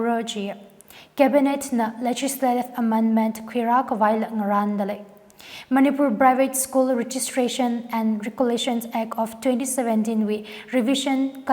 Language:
Tangkhul Naga (India)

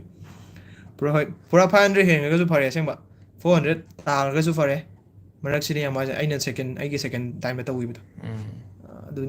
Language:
Manipuri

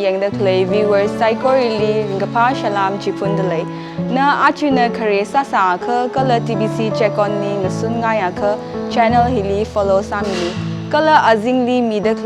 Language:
Tangkhul Naga (India)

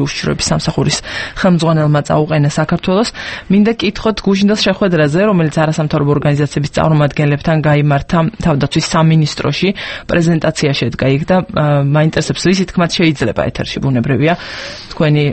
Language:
Georgian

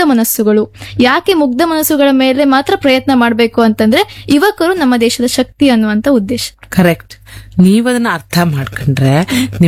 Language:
Kannada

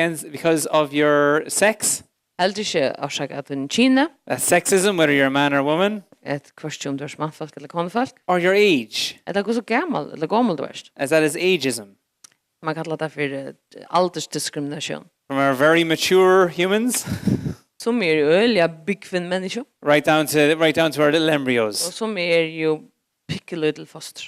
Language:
Faroese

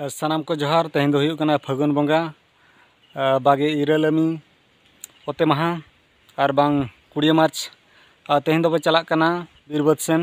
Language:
Santali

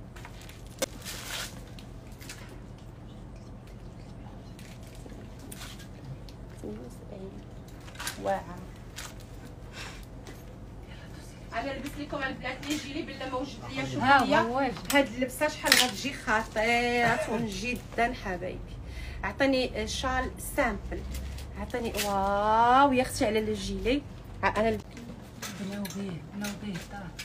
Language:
Moroccan Arabic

